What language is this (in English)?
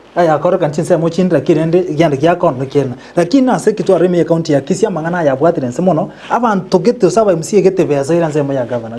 Gusii